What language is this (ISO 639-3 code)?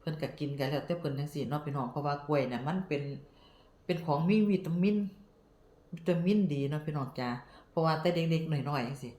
lao